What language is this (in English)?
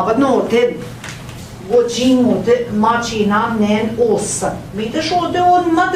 Central Ojibwa